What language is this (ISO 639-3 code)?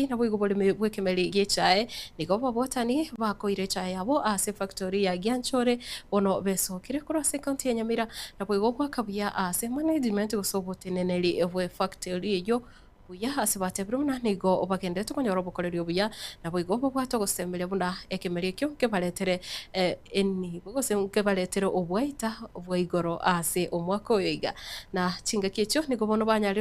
guz